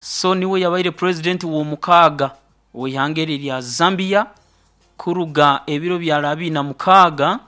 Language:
Nyoro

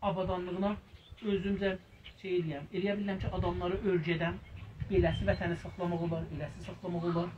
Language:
South Azerbaijani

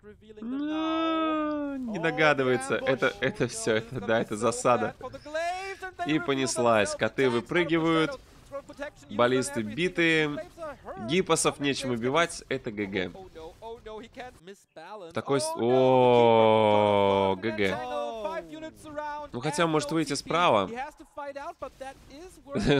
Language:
Russian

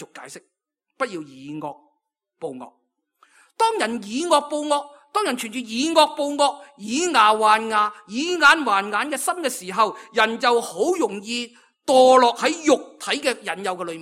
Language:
Cantonese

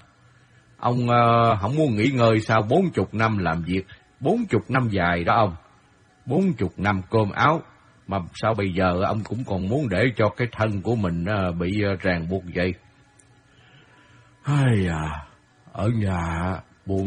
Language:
Vietnamese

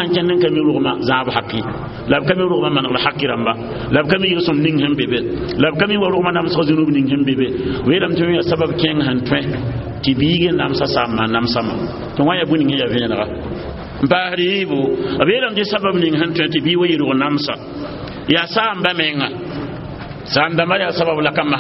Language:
Mossi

